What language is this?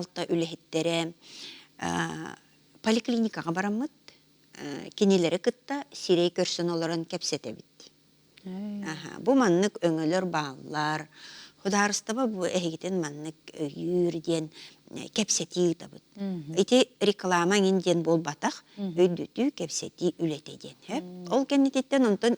Yakut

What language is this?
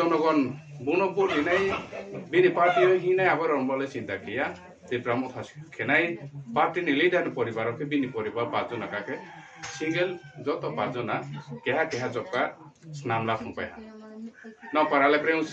Riang (India)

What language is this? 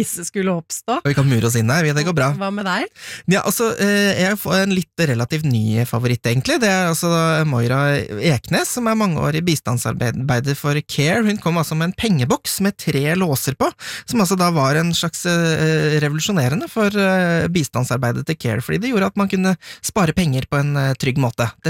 Norwegian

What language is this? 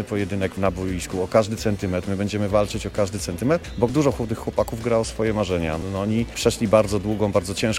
Polish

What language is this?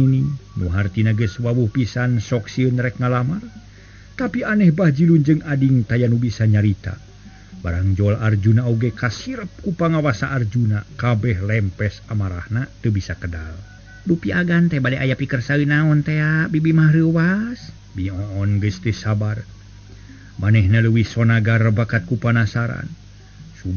Sundanese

